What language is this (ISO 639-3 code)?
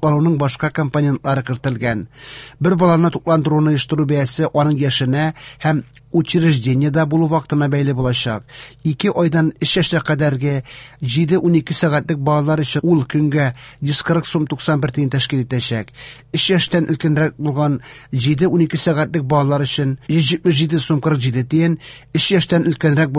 tat